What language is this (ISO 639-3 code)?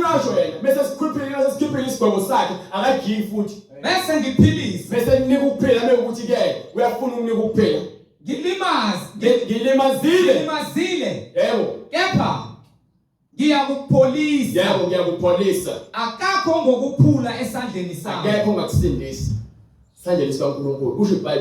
zul